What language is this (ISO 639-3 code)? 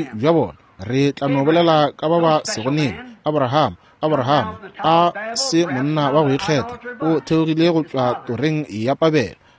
nso